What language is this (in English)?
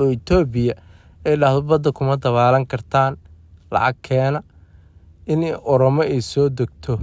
Somali